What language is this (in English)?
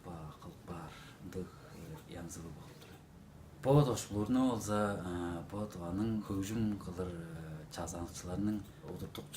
Tuvinian